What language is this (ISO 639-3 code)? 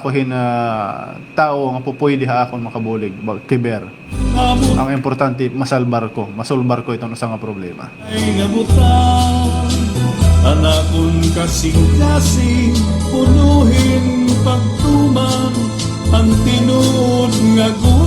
war